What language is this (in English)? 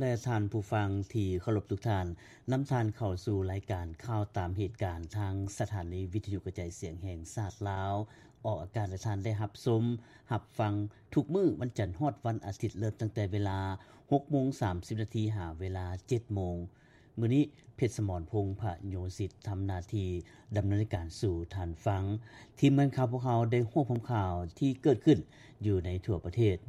Lao